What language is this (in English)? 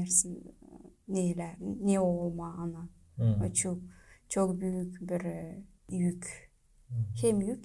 Gagauz